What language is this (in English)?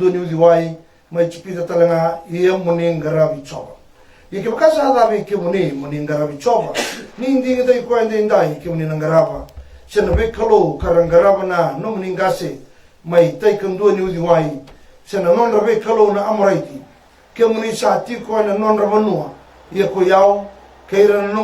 Fijian